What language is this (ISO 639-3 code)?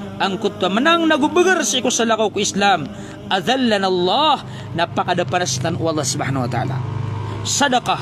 mrw